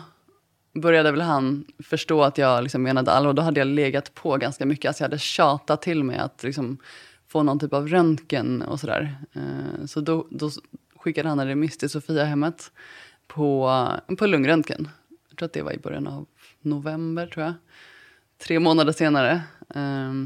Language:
Swedish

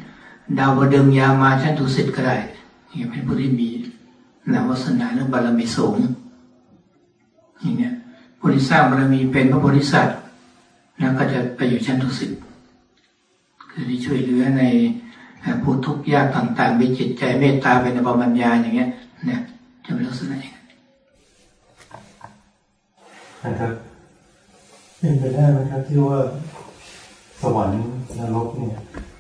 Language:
Thai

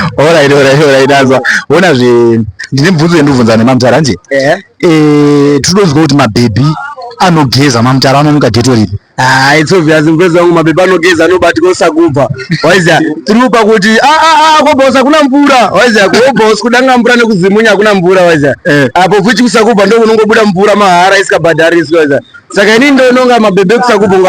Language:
Shona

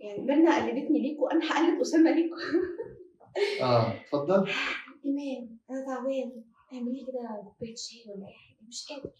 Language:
Egyptian Arabic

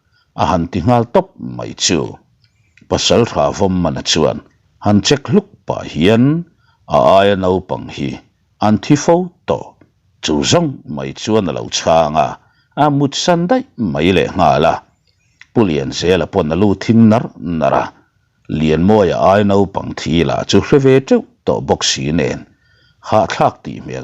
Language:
Mizo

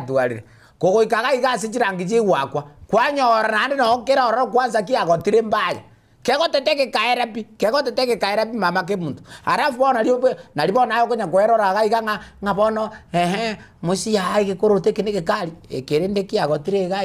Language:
Gusii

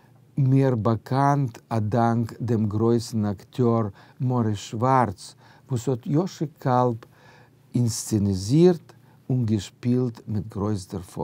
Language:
Yiddish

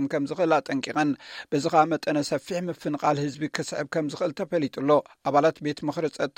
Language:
Tigrinya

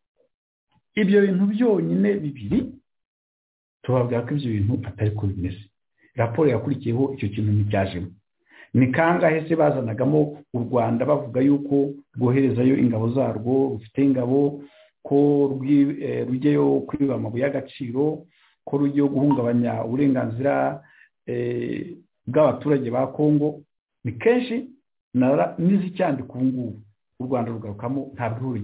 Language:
Kinyarwanda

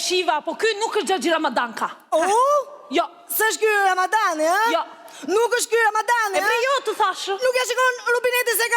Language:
Albanian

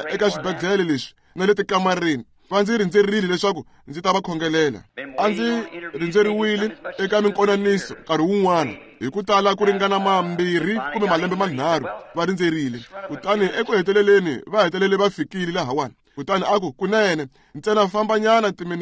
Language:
Tsonga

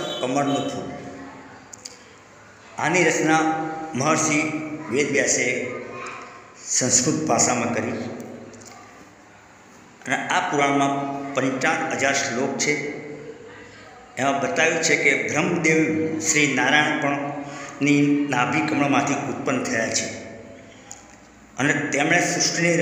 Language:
Gujarati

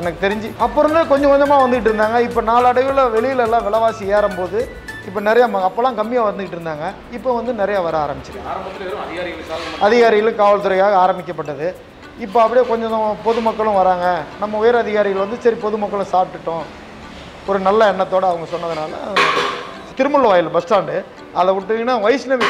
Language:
Tamil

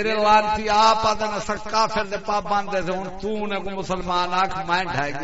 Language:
Saraiki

